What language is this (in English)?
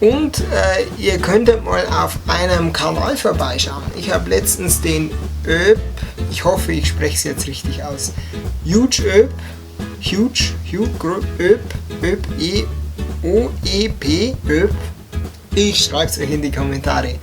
Bavarian